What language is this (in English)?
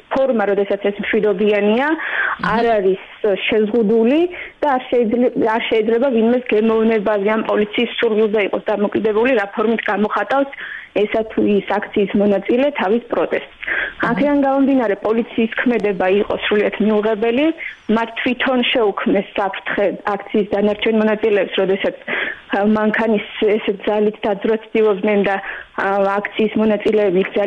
Georgian